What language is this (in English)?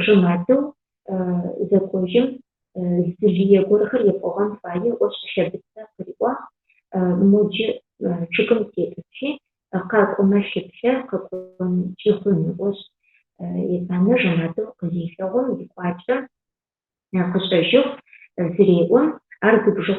Adyghe